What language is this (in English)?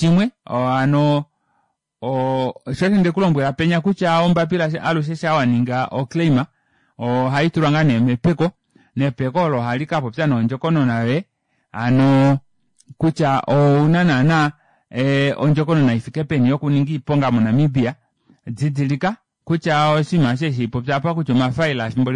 Kuanyama